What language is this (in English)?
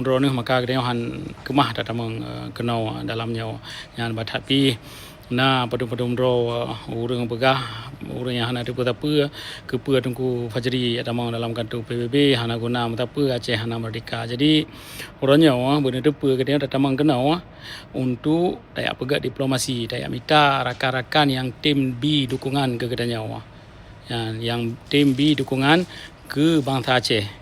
Achinese